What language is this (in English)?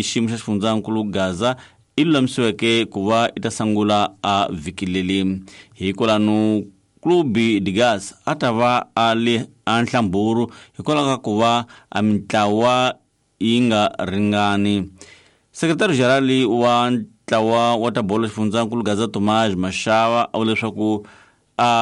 Tsonga